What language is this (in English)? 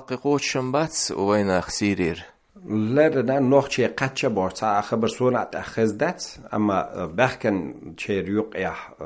Chechen